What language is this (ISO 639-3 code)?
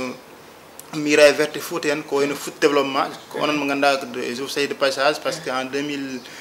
ful